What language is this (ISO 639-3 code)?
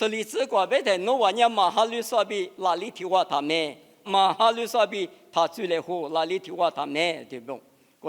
lis